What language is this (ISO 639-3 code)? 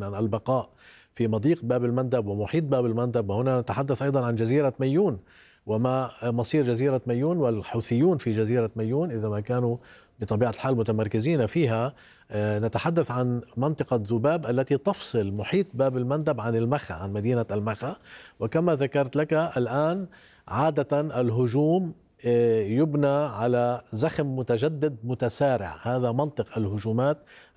ara